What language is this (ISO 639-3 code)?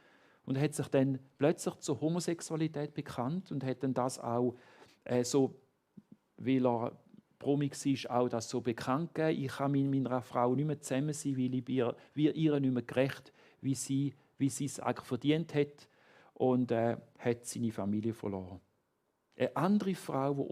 gsw